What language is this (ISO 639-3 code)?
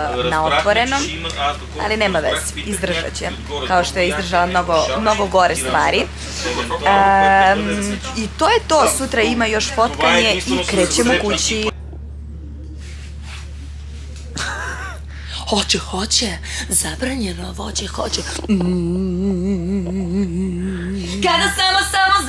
srp